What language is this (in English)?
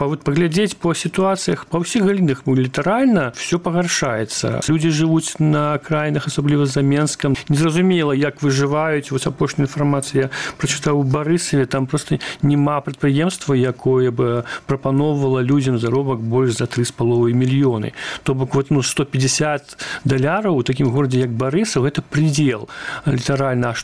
Belarusian